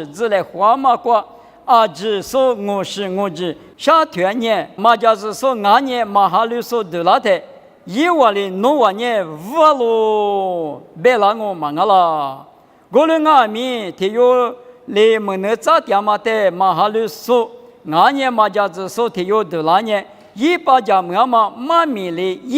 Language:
Lisu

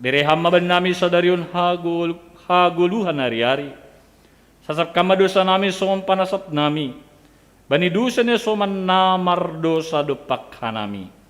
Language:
Batak Simalungun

